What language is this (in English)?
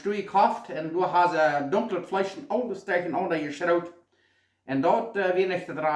Plautdietsch